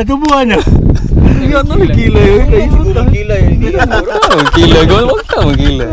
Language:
Cebuano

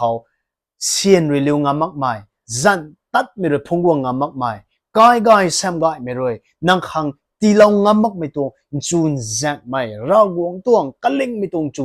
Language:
Rongmei Naga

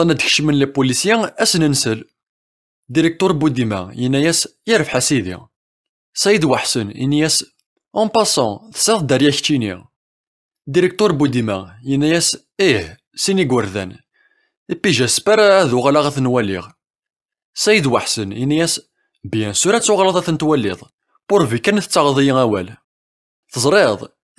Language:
Kabyle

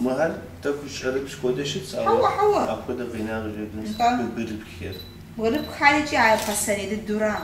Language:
Kabardian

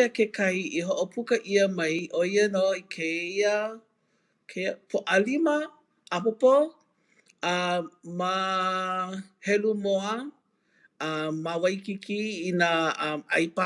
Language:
Hawaiian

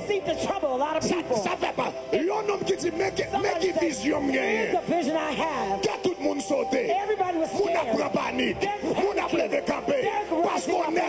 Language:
Haitian Creole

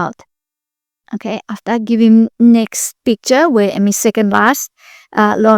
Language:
Bislama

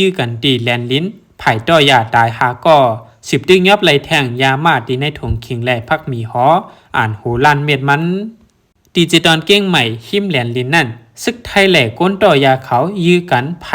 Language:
Shan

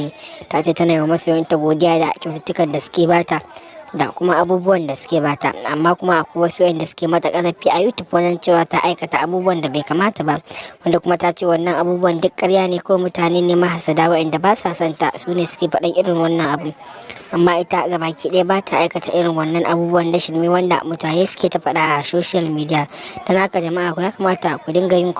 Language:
Hausa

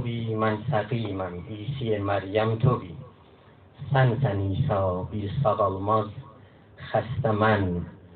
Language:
South Azerbaijani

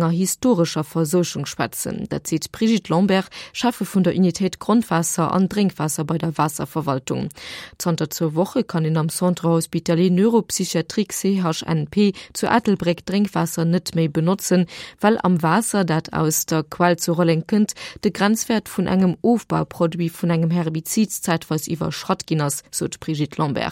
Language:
Luxembourgish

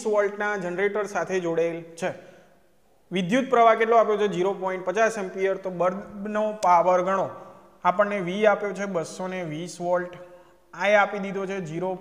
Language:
Gujarati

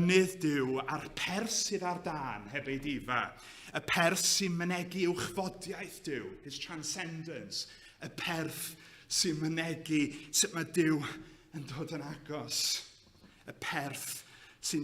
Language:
Welsh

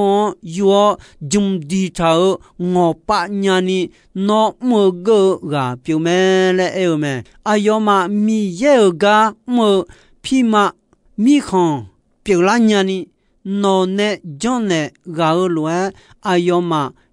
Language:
Akha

